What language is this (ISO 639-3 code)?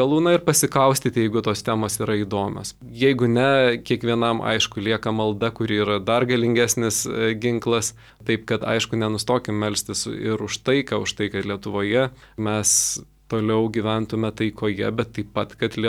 lit